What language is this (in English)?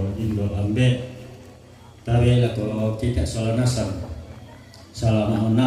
Toraja-Sa'dan